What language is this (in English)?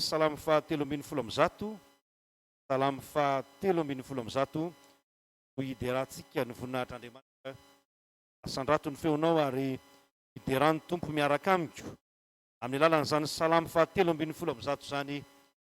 Malagasy